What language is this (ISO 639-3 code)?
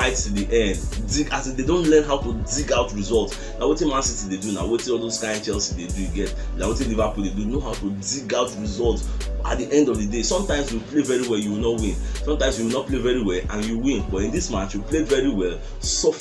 pcm